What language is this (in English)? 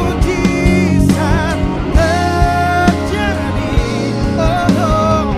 Ambonese Malay